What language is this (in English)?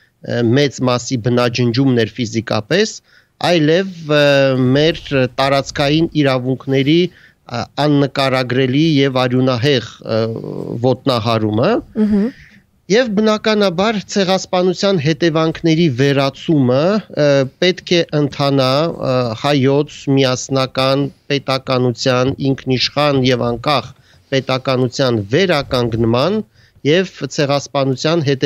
Armenian